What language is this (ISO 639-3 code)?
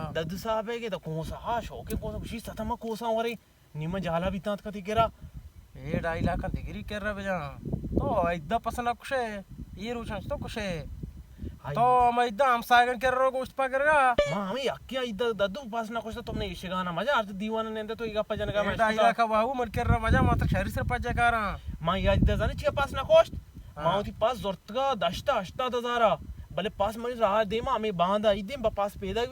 bal